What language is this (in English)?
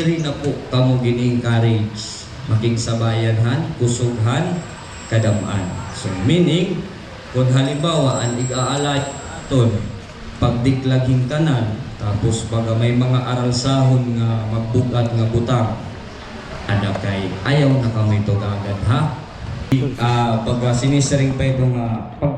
Waray